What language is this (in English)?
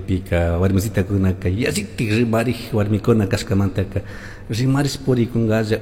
Chimborazo Highland Quichua